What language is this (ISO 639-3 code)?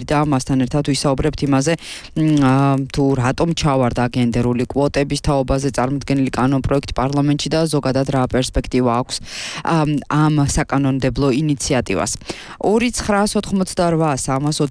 kat